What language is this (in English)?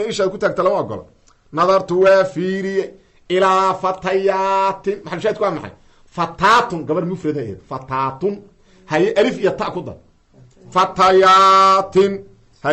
Somali